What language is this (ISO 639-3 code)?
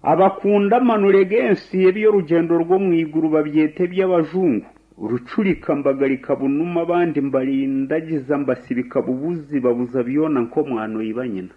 nyn